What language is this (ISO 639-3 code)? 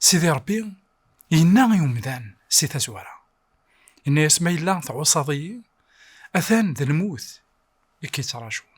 kab